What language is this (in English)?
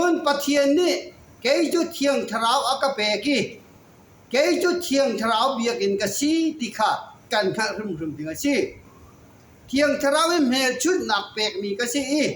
Falam Chin